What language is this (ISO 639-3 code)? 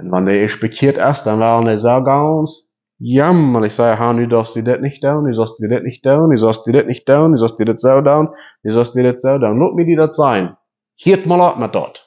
pdt